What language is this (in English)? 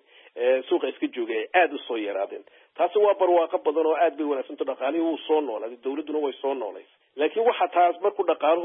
Somali